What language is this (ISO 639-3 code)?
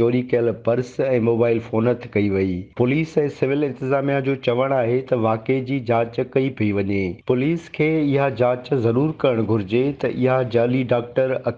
snd